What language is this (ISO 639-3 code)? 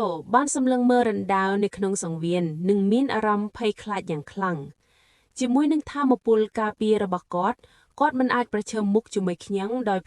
khm